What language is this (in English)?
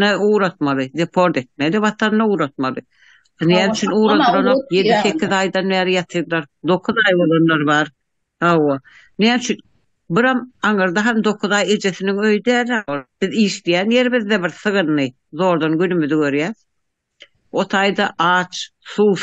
Turkmen